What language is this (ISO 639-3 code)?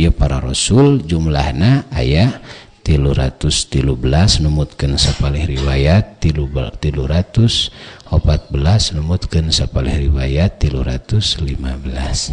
sun